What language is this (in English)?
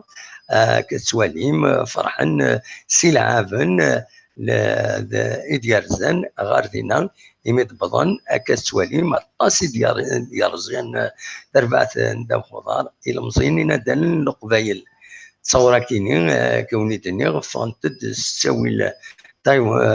Kabyle